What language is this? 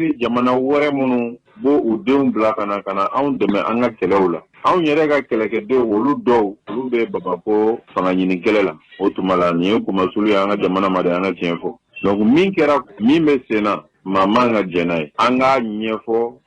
Bambara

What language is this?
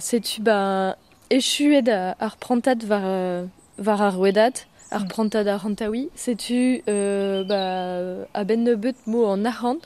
Breton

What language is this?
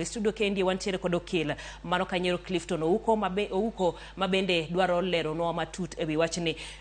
Luo (Kenya and Tanzania)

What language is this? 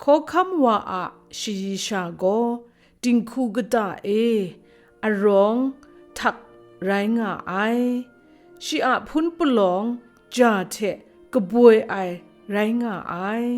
Kachin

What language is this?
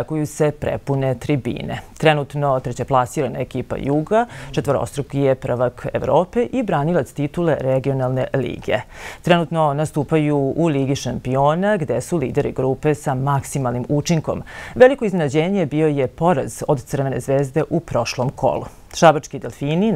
Serbian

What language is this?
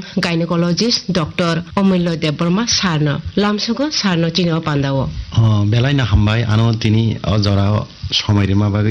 Kok Borok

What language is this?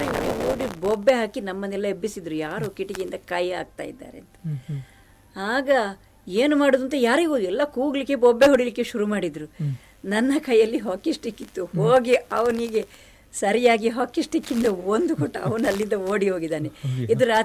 Kannada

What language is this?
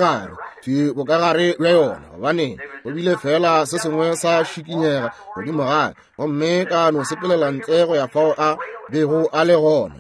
Northern Sotho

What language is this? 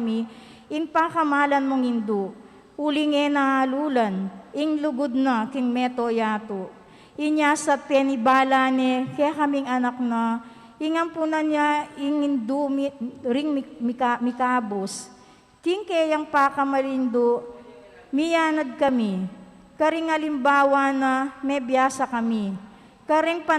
Pampanga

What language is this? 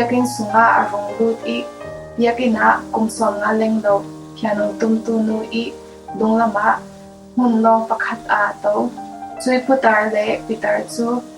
Falam Chin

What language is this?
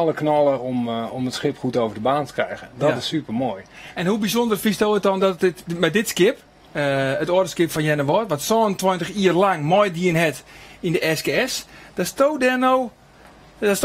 Western Frisian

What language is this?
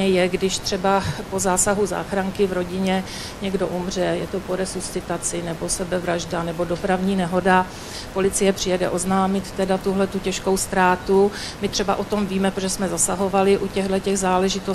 Czech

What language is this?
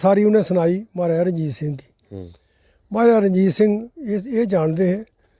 Dogri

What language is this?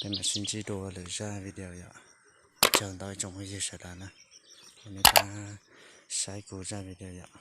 Hmong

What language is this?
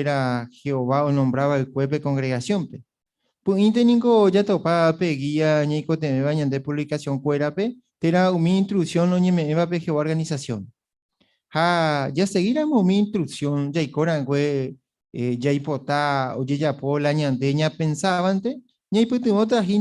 Guarani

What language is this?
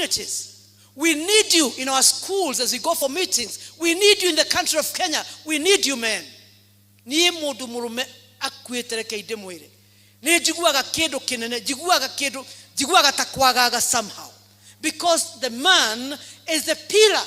Kikuyu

